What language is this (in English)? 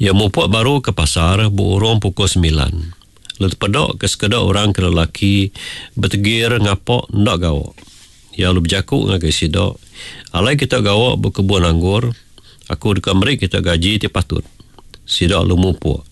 Iban